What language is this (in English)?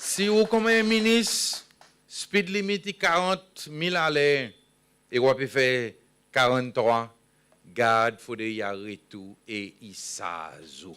Seselwa Creole French